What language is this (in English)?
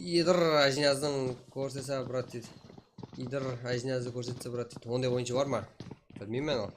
Kara-Kalpak